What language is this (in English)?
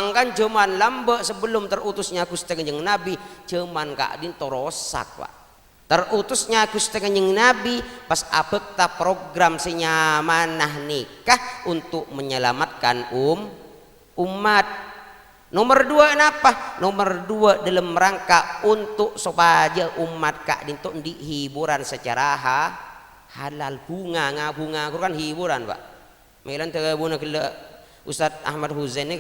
Madurese